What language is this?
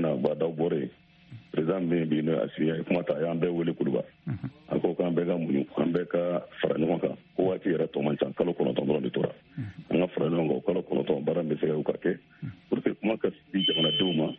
Bambara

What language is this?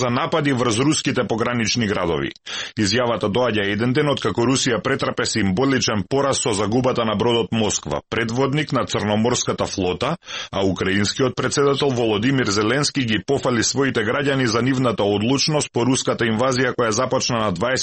Macedonian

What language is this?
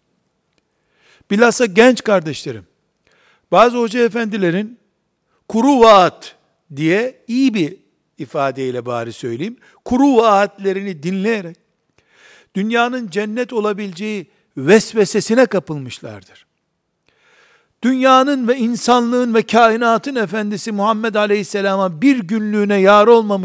Turkish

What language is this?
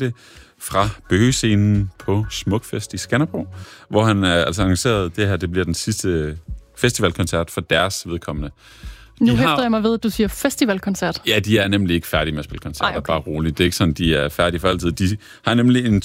Danish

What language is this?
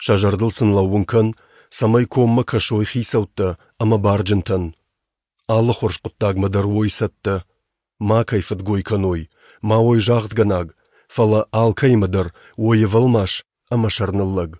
Ossetic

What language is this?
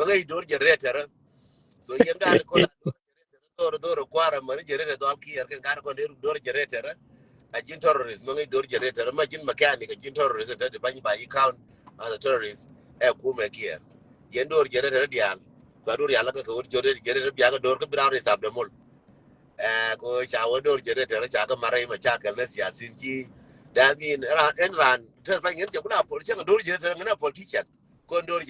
Nuer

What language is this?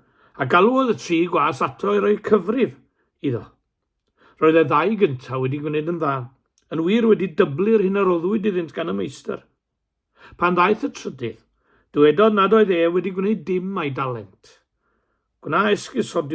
Welsh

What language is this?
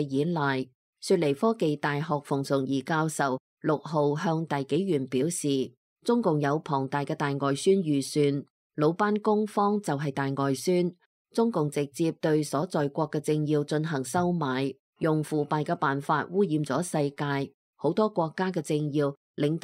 Cantonese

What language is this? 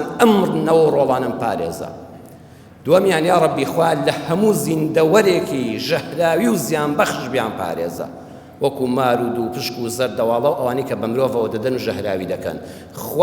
Central Kurdish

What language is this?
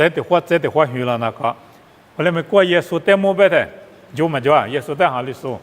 Lisu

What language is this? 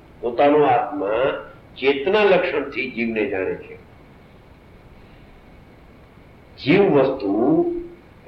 Gujarati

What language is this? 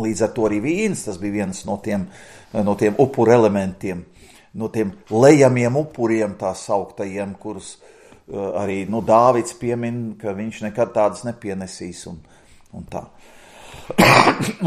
Latvian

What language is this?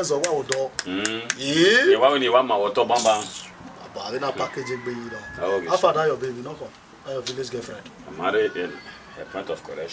Bini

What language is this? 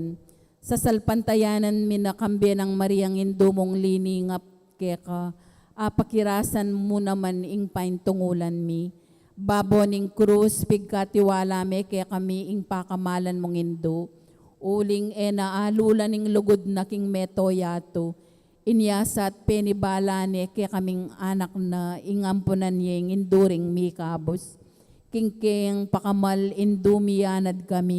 Pampanga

